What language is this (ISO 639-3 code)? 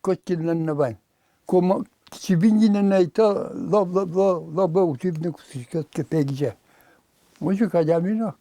udm